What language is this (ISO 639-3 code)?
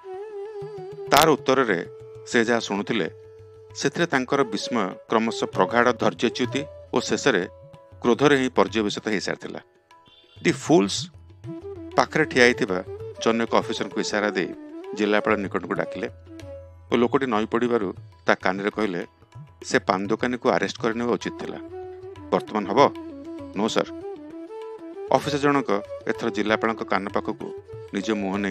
ori